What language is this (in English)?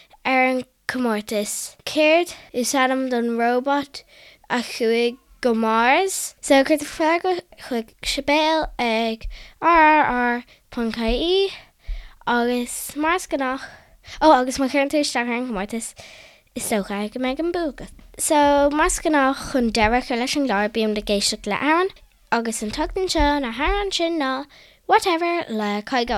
Irish